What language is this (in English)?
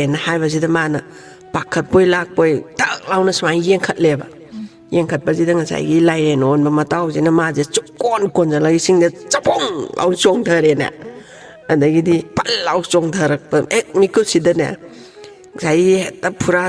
Manipuri